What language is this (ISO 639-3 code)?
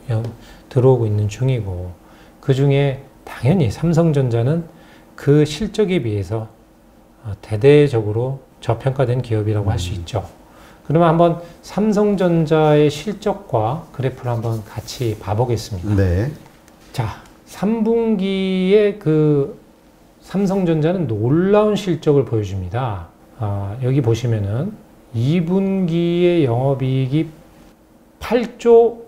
kor